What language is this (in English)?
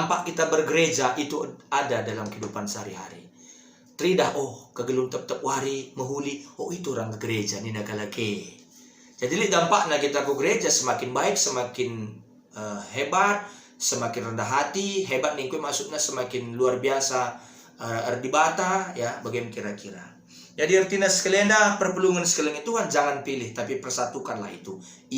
Batak Karo